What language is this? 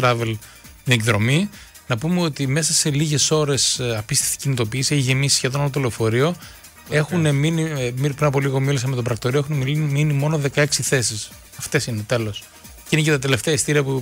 Greek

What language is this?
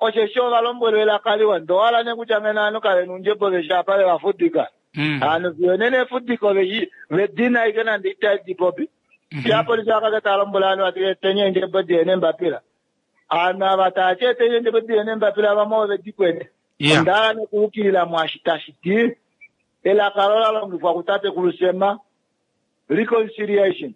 Kuanyama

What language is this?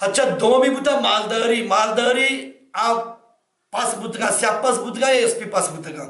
Baluchi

